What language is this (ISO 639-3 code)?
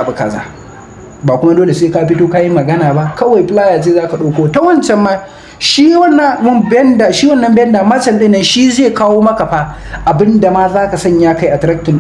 hau